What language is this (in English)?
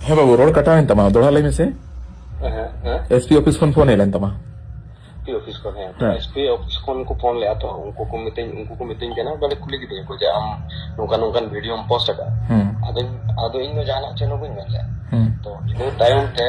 Santali